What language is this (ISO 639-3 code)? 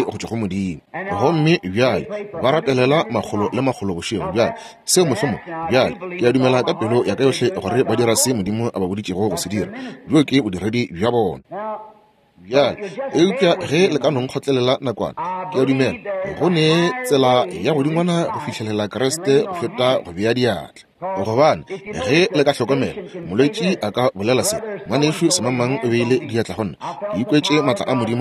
nso